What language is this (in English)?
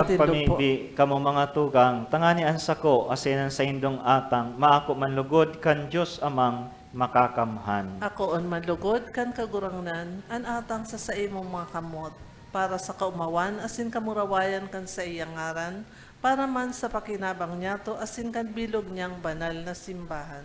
Bikol